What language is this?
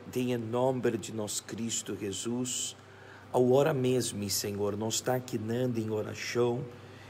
Papiamento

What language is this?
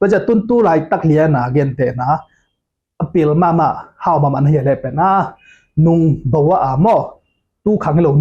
Tedim Chin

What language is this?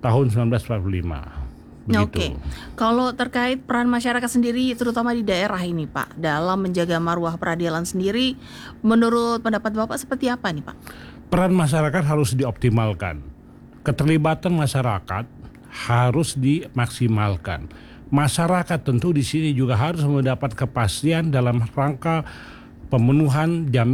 Indonesian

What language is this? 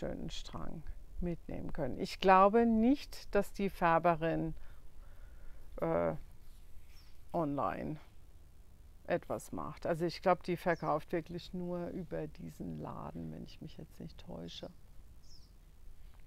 German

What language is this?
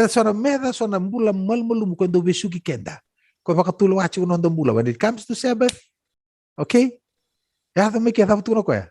Fijian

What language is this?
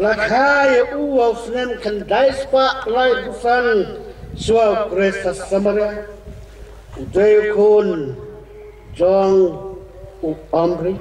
Khasi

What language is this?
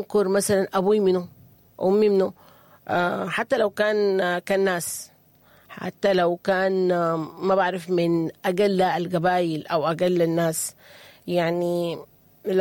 Sudanese Arabic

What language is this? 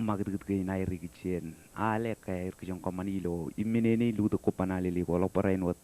Marshallese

